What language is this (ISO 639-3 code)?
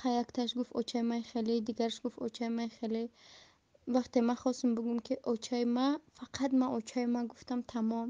tgk